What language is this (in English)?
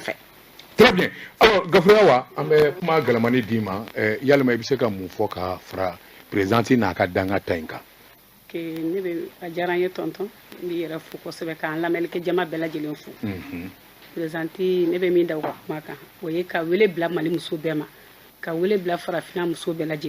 Bambara